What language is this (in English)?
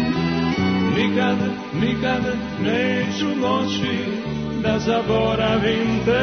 Serbian